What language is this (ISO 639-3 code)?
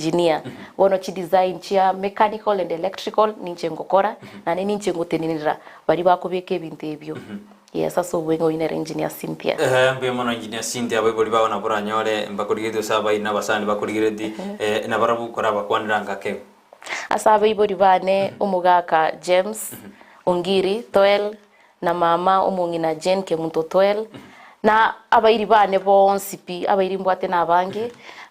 guz